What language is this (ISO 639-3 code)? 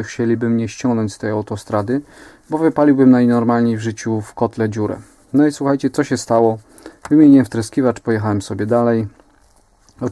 pol